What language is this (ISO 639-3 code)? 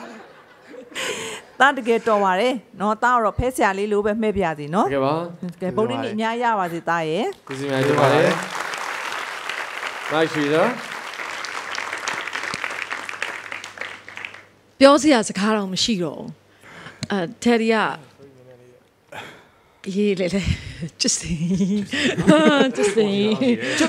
mya